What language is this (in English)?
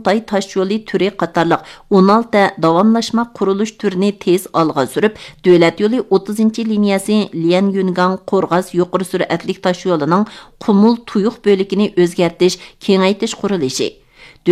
Uyghur